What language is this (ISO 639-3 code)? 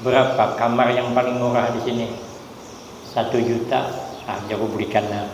bjn